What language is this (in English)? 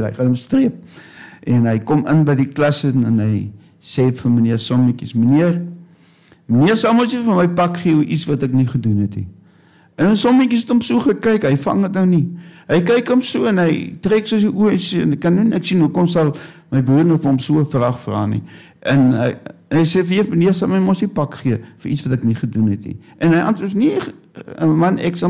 Afrikaans